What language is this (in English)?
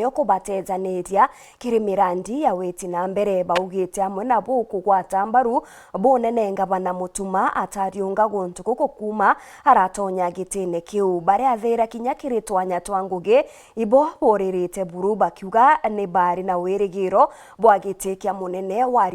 Meru